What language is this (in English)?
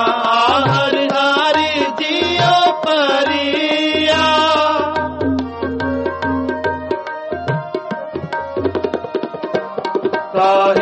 Punjabi